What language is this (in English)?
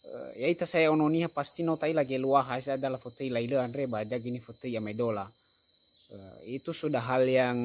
Nias